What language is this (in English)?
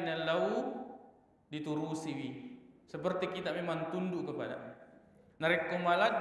Buginese